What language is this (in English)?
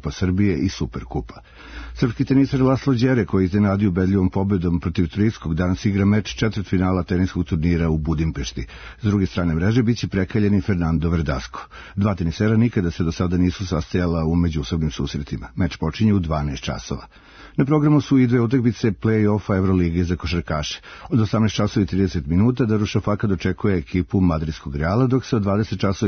Serbian